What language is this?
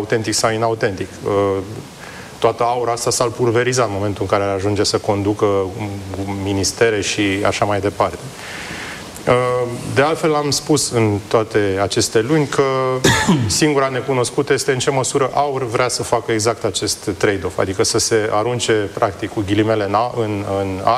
Romanian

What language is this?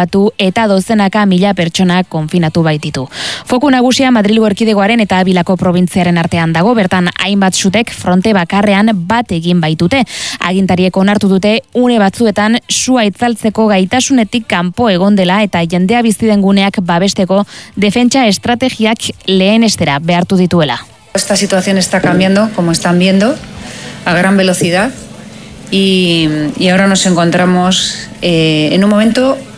Basque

